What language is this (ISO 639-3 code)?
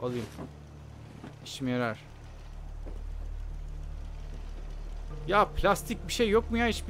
tur